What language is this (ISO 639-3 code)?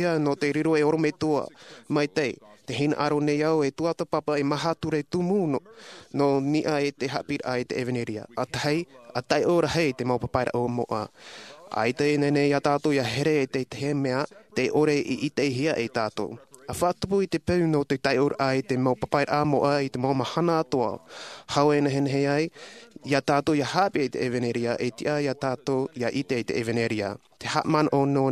tah